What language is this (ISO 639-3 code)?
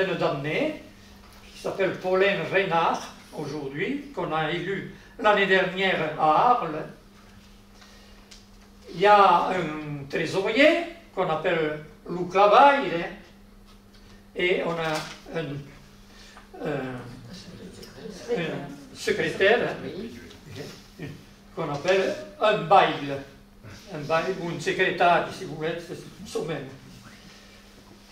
fra